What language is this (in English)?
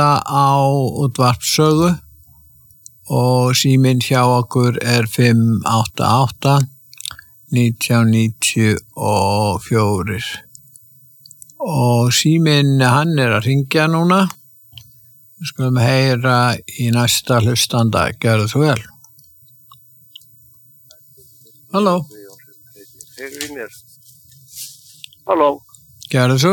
Icelandic